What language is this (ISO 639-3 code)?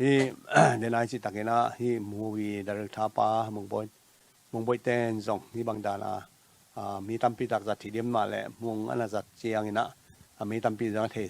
ctd